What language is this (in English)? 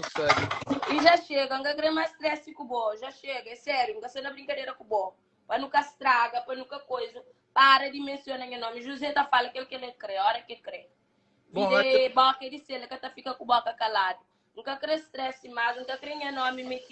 Kabuverdianu